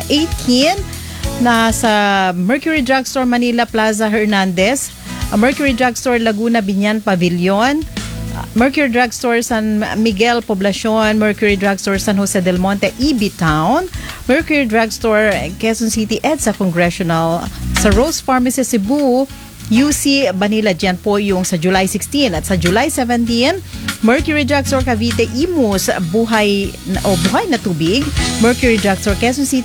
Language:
Filipino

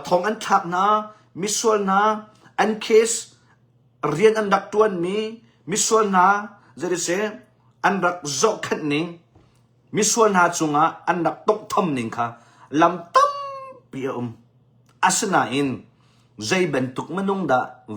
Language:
Hakha Chin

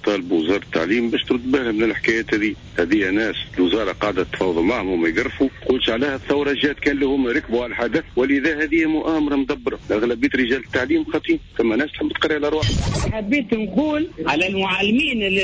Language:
Tunisian Arabic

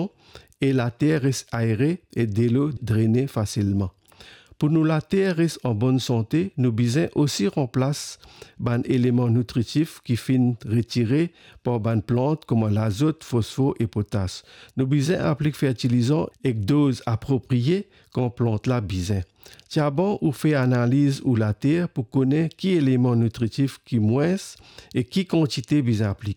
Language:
Morisyen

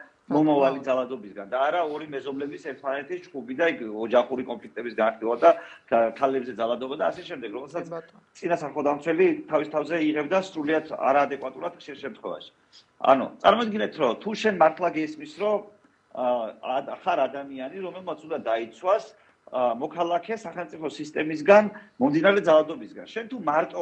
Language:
Georgian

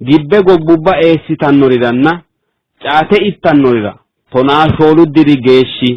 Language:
Sidamo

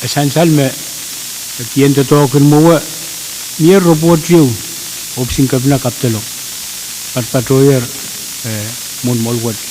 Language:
Pohnpeian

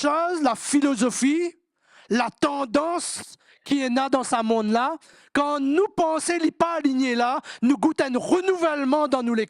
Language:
Morisyen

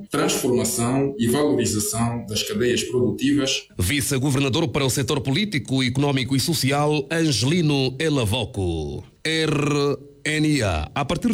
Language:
Portuguese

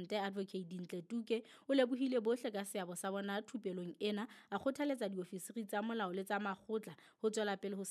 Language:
Southern Sotho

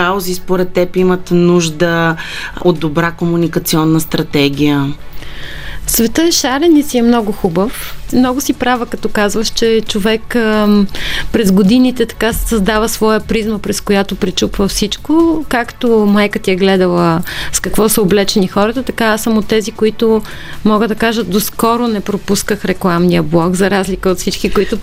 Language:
Bulgarian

